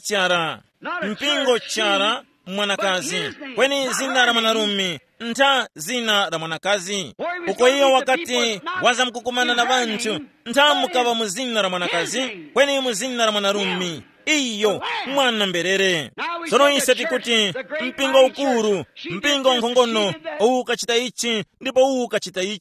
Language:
Tumbuka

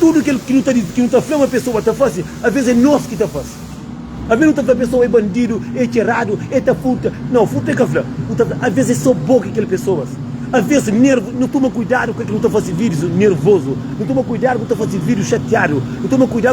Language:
Kabuverdianu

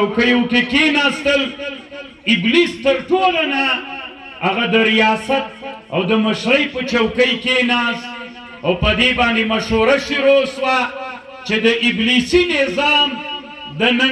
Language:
Pashto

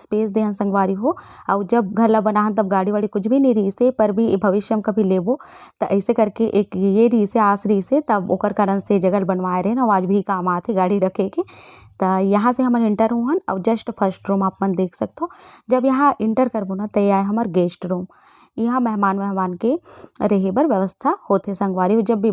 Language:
Chhattisgarhi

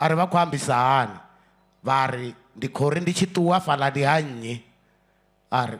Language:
Venda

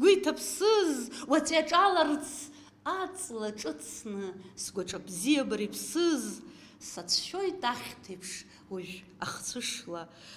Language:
Abkhazian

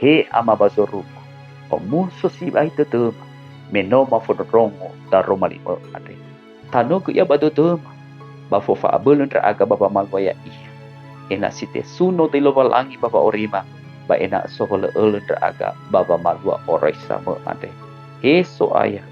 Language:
Nias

